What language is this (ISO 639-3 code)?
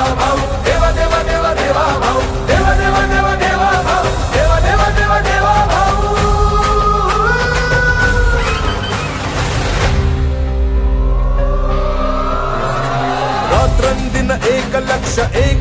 mar